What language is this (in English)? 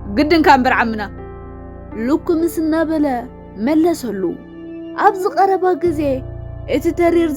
Tigrinya